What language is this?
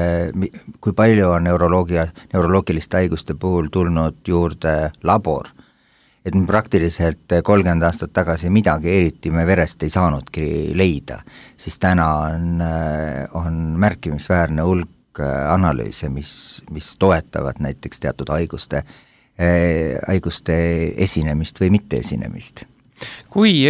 Estonian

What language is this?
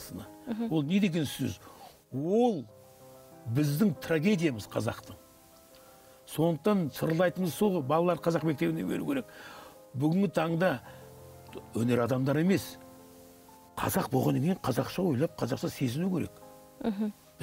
Kazakh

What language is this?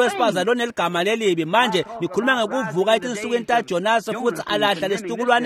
Swati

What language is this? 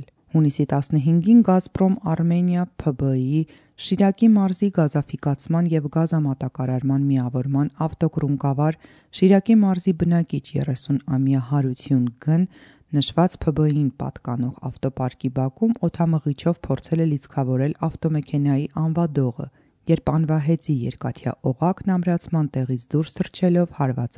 Armenian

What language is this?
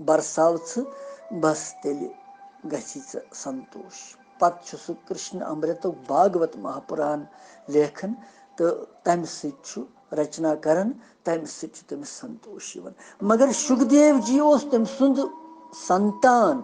Kashmiri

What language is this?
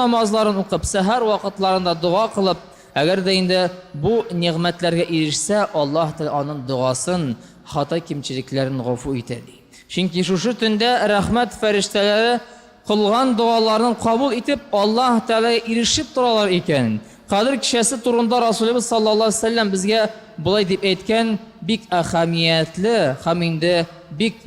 Tatar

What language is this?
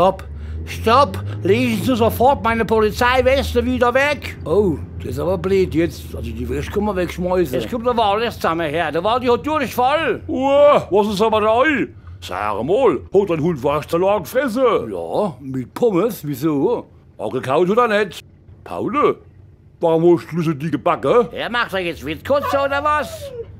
Palatine German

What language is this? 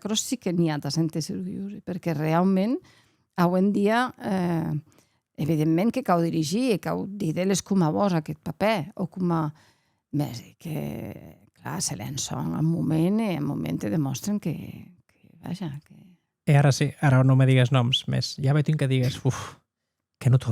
Occitan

